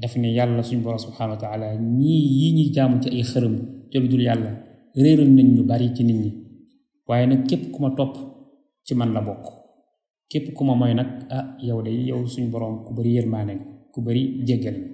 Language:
Wolof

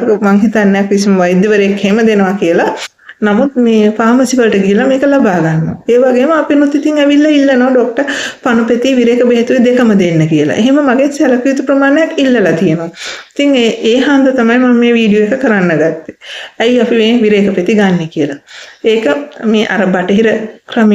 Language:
Sinhala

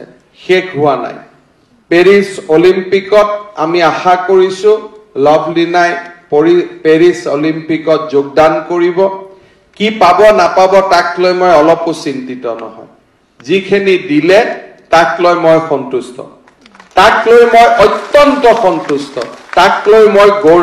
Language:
Assamese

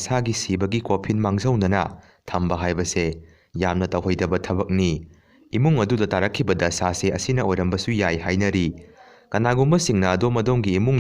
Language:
Manipuri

